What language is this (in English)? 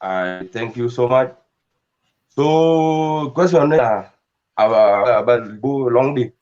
Dinka